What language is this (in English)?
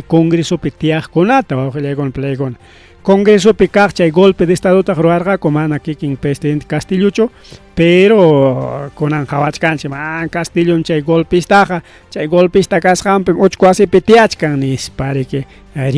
Ayacucho Quechua